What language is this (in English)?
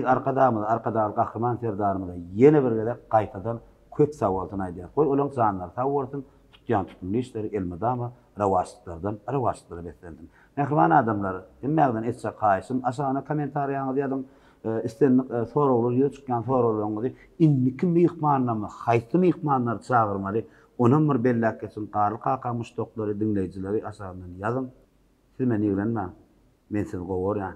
Turkmen